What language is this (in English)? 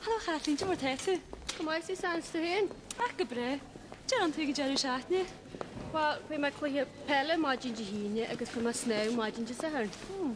Irish